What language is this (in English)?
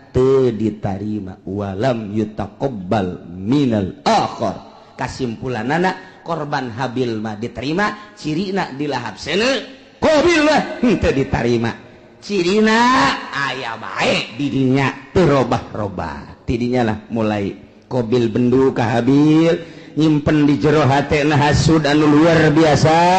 Sundanese